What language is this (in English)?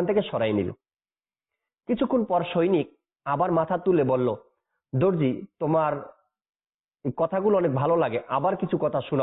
Bangla